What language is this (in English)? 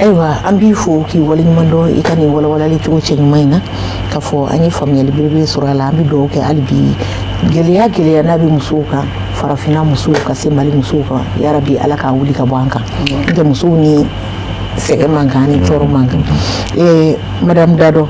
Bambara